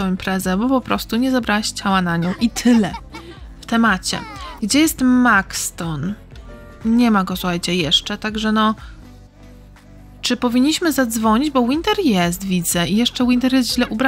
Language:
Polish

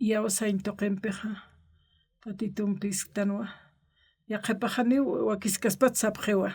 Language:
Aymara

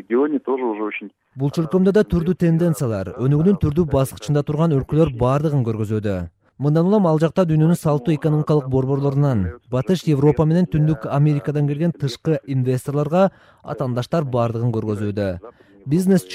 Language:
Kyrgyz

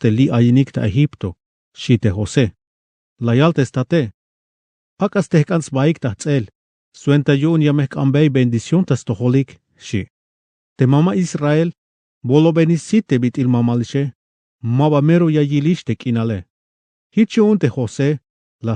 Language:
Tzeltal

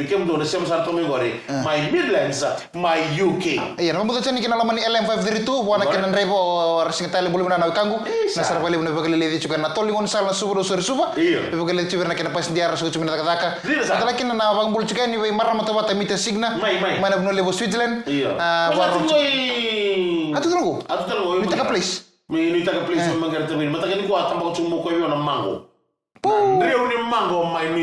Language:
Fijian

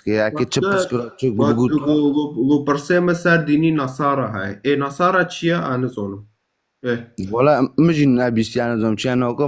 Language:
Kurdish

